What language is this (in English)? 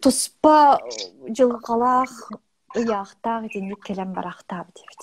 Yakut